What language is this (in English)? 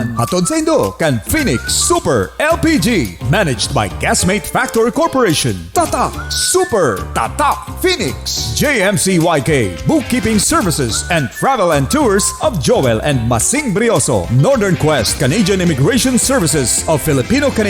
Bikol